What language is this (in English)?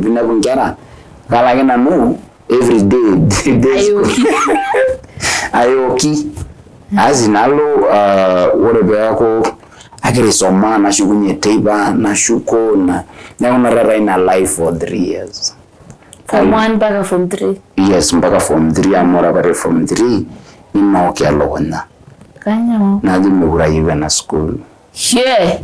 Masai